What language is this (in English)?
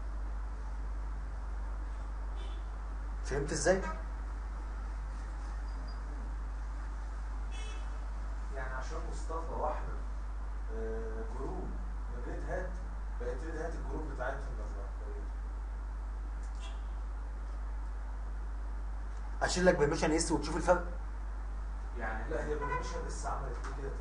Egyptian Arabic